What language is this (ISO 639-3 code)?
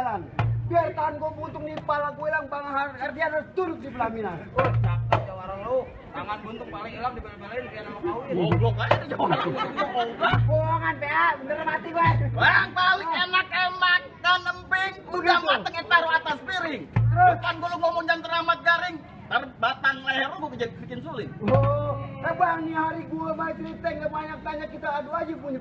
bew